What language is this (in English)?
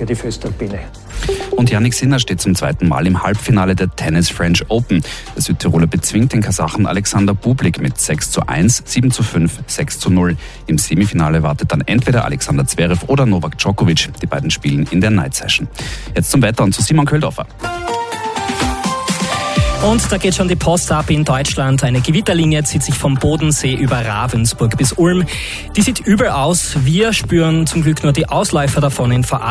German